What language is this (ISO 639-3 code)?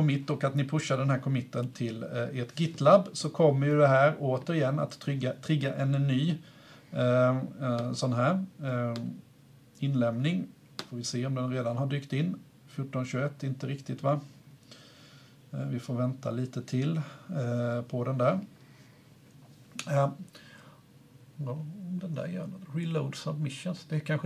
swe